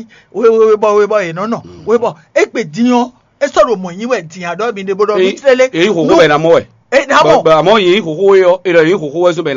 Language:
Fon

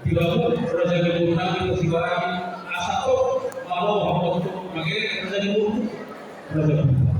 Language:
Batak Toba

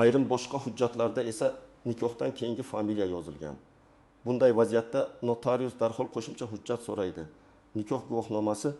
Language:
Uzbek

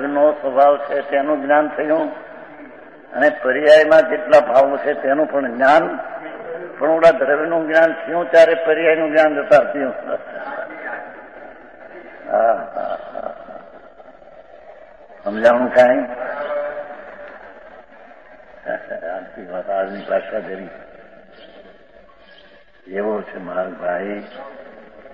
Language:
Gujarati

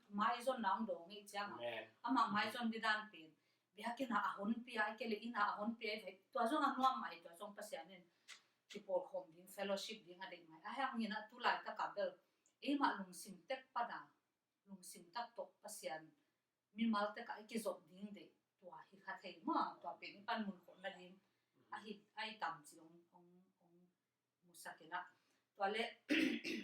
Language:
Tedim Chin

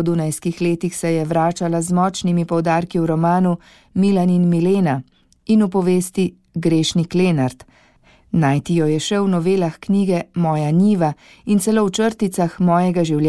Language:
Slovenian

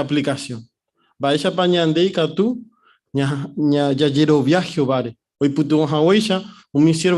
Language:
Guarani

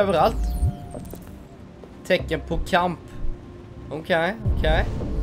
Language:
Swedish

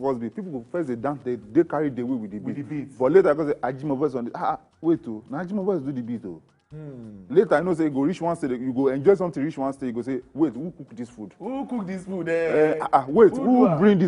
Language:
Nigerian Pidgin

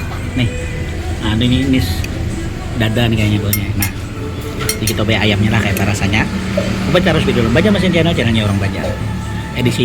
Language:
Banjar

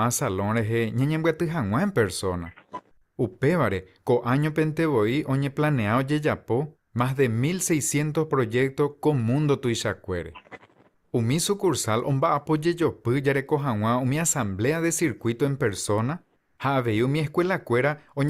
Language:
Guarani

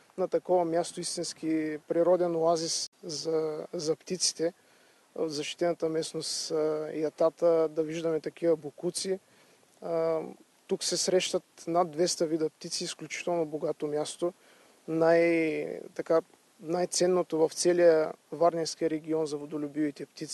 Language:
Bulgarian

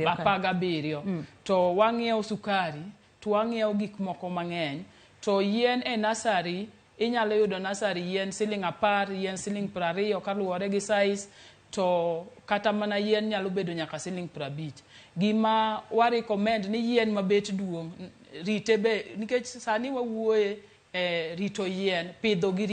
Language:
Luo (Kenya and Tanzania)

